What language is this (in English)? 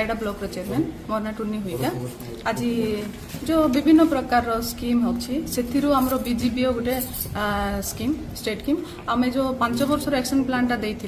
Odia